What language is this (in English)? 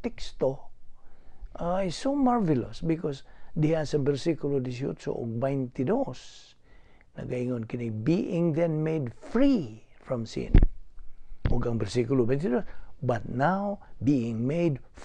Cebuano